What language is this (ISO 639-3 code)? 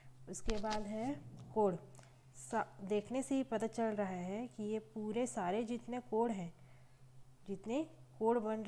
hin